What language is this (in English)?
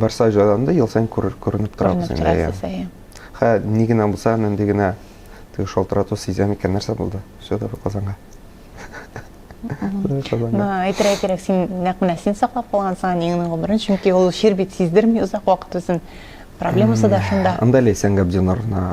Tatar